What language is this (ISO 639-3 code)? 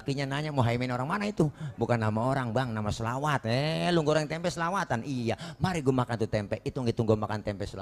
bew